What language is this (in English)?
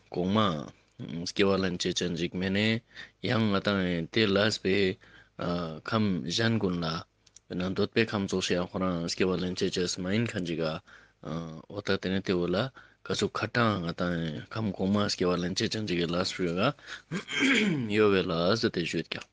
Ladakhi